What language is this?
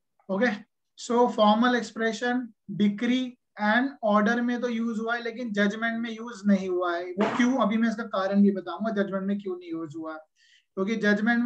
Hindi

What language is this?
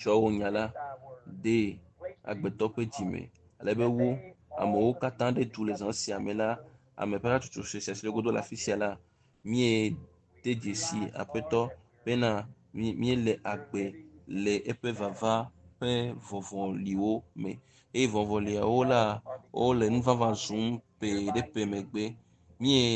Ewe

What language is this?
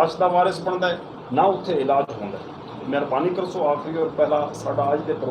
Saraiki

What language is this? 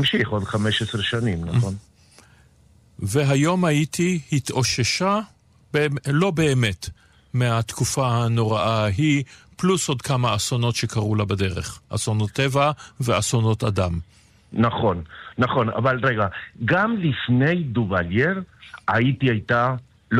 Hebrew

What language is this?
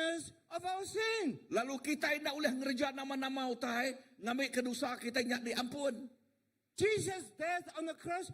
Iban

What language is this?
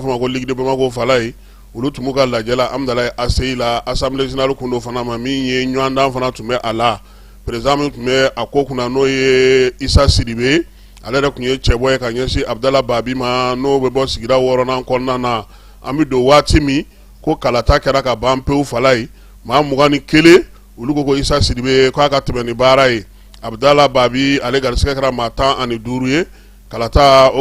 Bambara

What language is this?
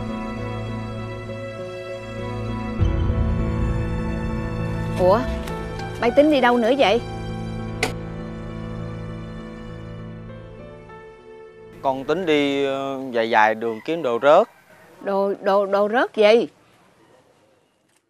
Vietnamese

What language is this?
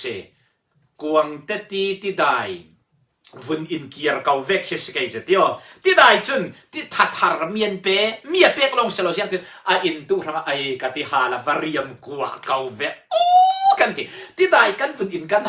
Falam Chin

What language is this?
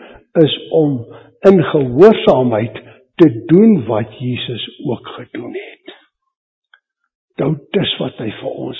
Afrikaans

